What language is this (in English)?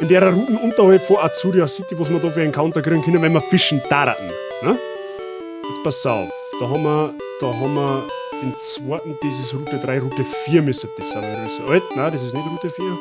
Bavarian